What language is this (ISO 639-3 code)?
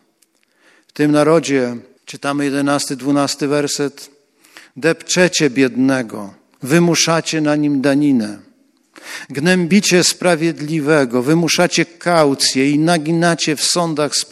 pol